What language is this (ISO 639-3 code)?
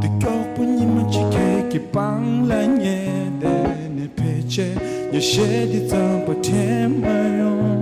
bod